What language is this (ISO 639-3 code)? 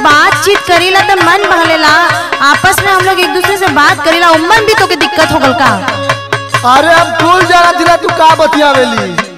bho